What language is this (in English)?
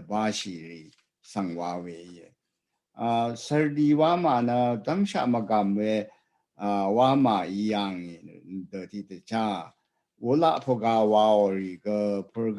Rawang